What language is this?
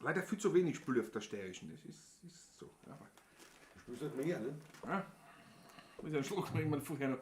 Bavarian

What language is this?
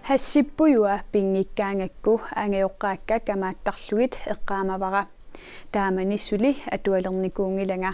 Kalaallisut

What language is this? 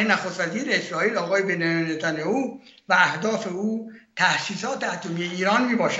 Persian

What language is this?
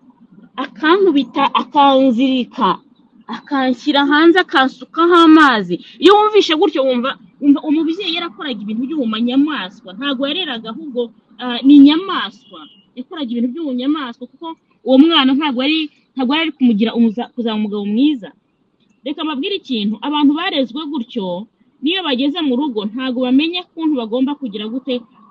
Kinyarwanda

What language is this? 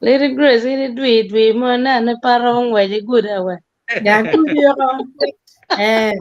Acoli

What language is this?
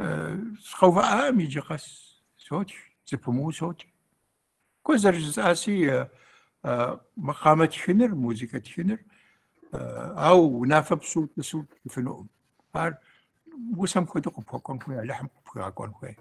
Kabardian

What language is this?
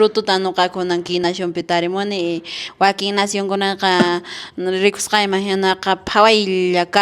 Quechua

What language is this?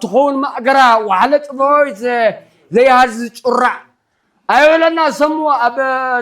Tigrinya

